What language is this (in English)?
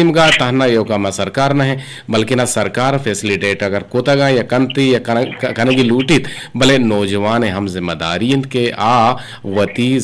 Eastern Balochi